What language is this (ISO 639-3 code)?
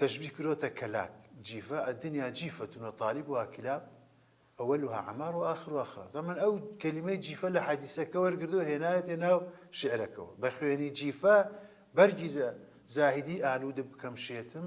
ckb